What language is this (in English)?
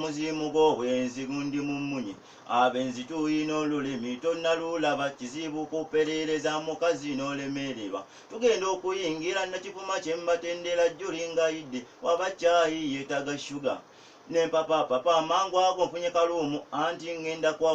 Ganda